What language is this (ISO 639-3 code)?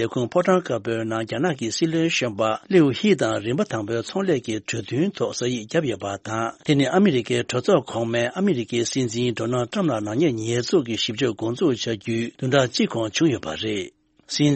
bod